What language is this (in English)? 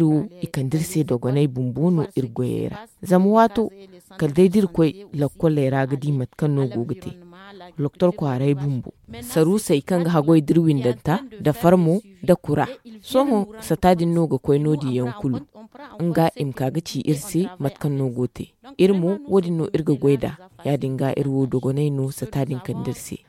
Zarma